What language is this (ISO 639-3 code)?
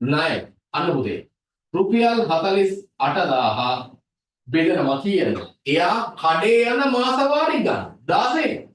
sin